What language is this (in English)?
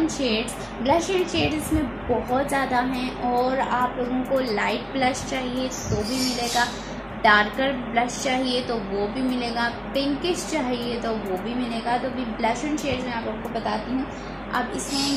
Hindi